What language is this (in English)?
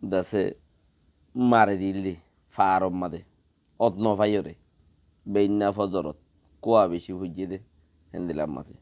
Rohingya